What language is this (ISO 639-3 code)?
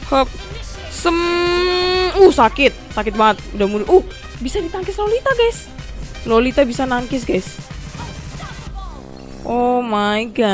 ind